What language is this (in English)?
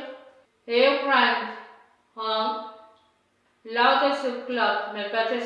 Pohnpeian